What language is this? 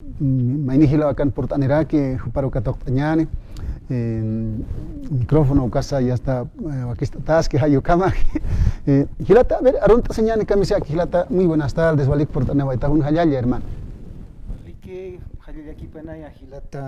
Aymara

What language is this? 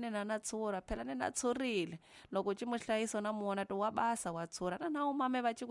Tsonga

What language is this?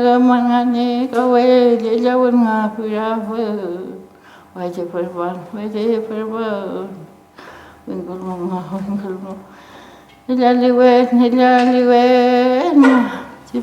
Mapuche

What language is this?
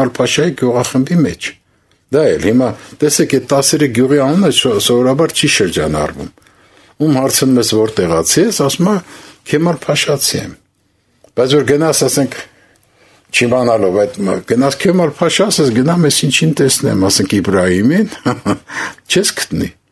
Armenian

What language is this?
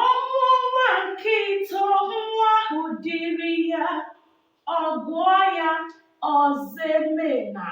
Igbo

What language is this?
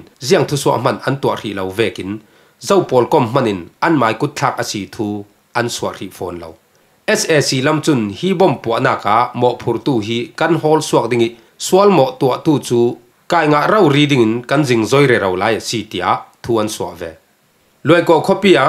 Falam Chin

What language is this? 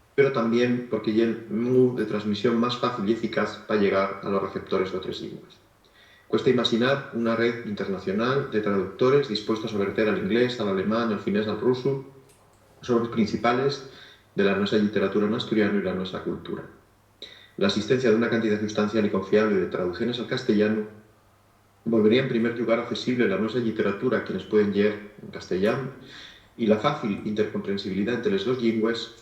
Asturian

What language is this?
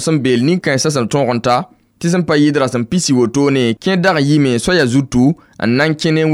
Mossi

